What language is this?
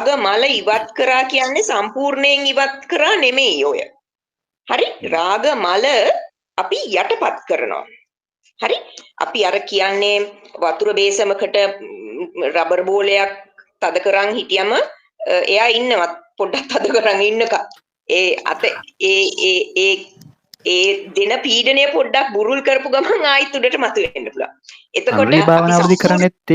Sinhala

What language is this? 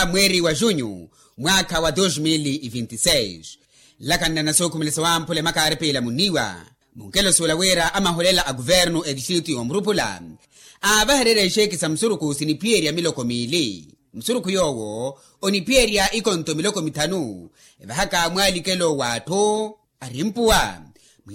Makhuwa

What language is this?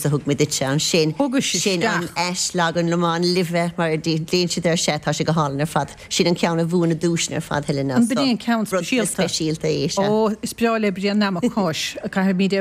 Irish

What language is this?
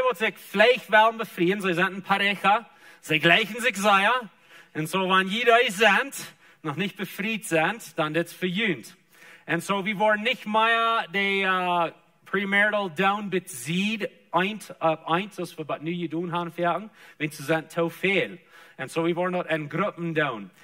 Plautdietsch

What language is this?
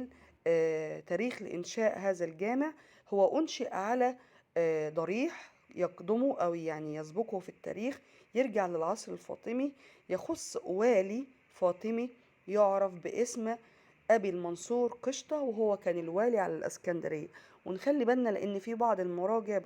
Egyptian Arabic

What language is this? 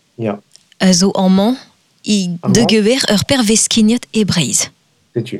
Breton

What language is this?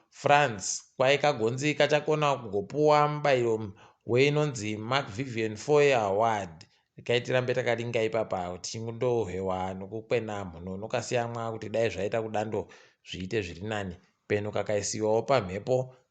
Ndau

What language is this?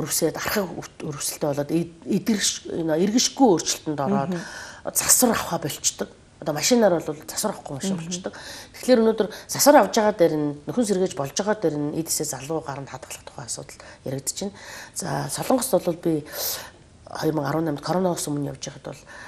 Mongolian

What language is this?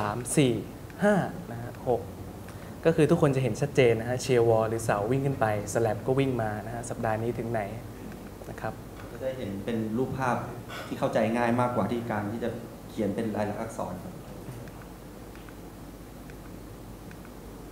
Thai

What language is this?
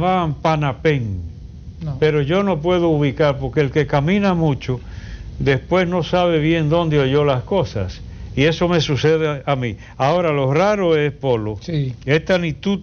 Spanish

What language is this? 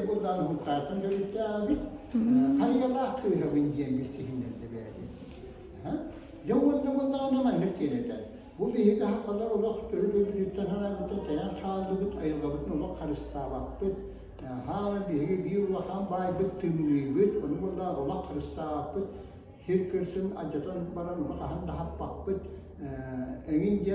Yakut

